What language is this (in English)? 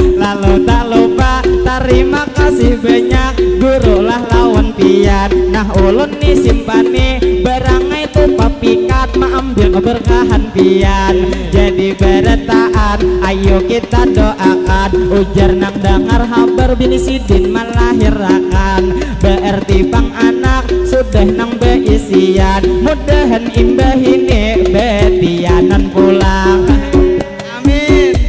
Banjar